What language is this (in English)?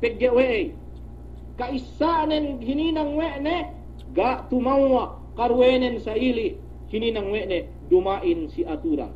Yakan